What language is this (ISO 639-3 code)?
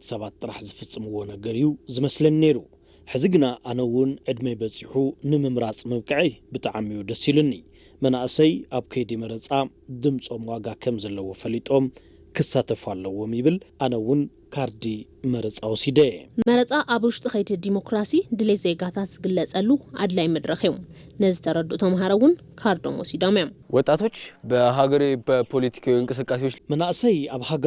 tir